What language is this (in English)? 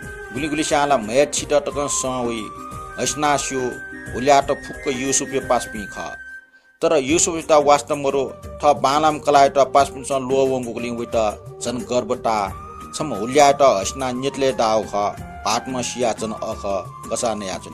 Newari